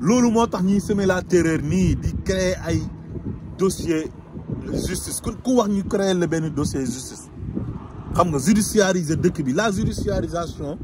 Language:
Wolof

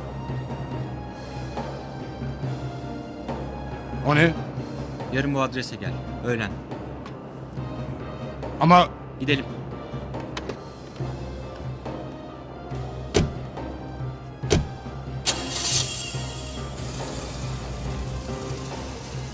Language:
Turkish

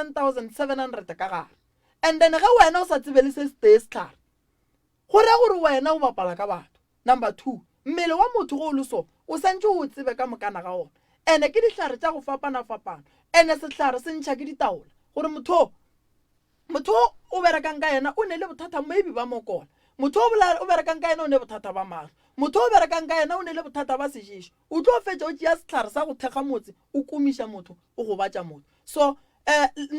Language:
Northern Sotho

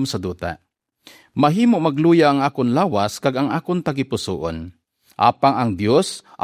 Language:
Hiligaynon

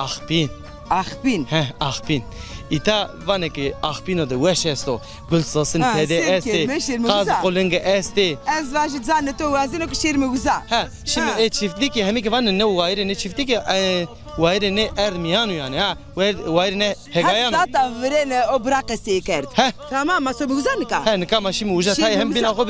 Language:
Zaza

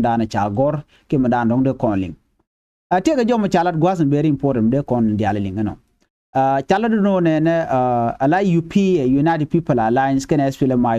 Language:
Nuer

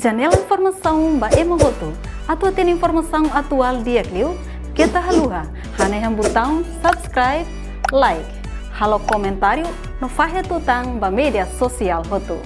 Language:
Tetum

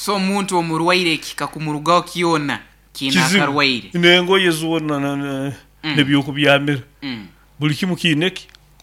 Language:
Nyoro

